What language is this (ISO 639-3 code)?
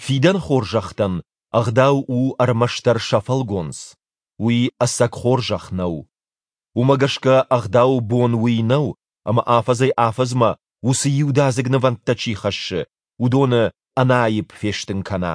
oss